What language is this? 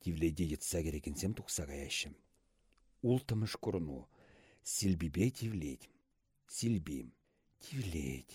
Chuvash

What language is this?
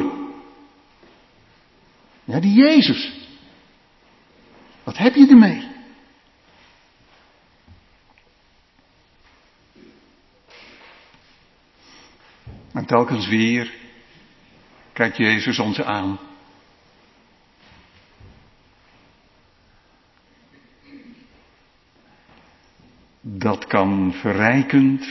Dutch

